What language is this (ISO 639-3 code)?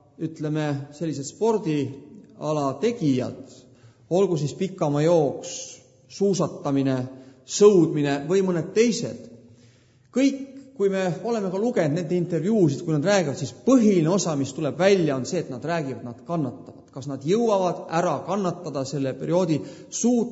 est